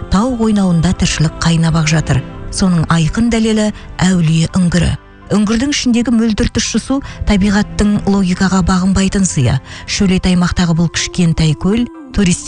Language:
Kazakh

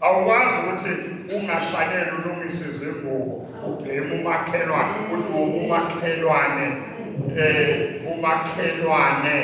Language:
Zulu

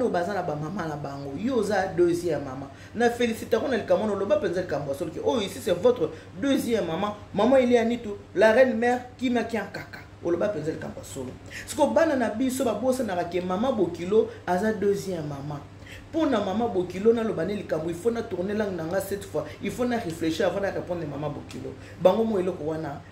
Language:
Lingala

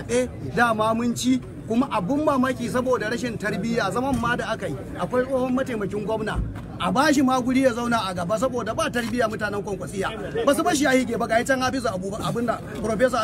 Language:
Hausa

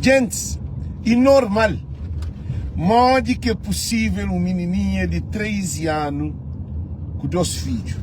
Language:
Kabuverdianu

